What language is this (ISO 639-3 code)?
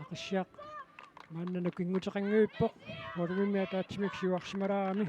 kal